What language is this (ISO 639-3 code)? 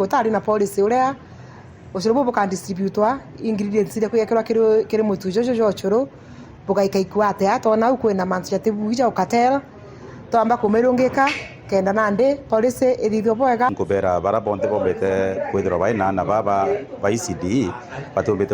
mer